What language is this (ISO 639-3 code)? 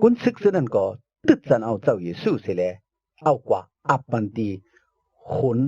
shn